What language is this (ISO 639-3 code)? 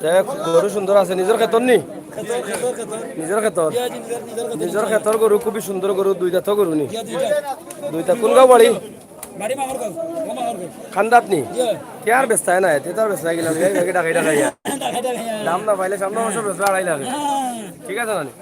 syl